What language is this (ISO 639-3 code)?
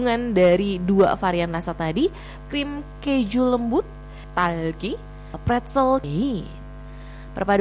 ind